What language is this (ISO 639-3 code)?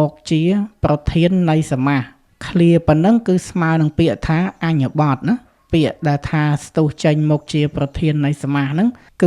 khm